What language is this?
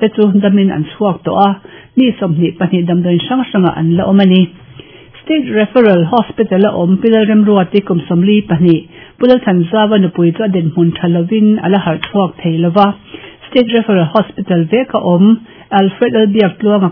Mizo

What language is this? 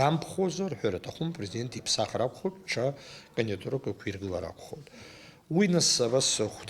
Abkhazian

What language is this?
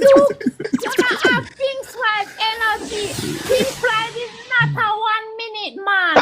Jamaican Creole English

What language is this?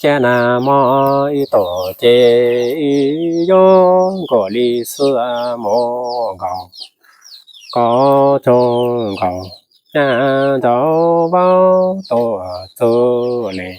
Hmong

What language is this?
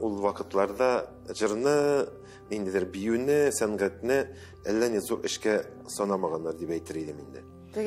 Tatar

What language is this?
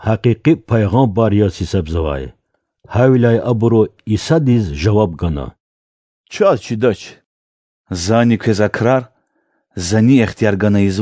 Lezghian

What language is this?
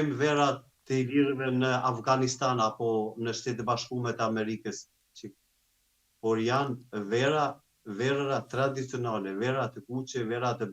Albanian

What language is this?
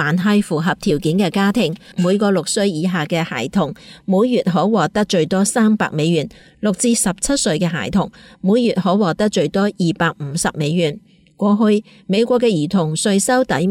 Cantonese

